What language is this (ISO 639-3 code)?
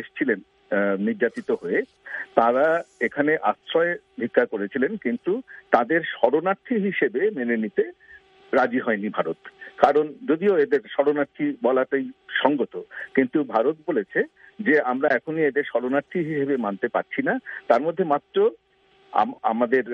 ben